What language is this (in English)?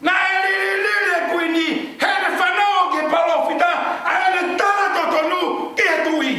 Tongan